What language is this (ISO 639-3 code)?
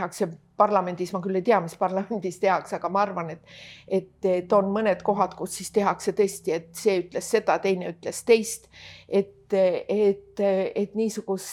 est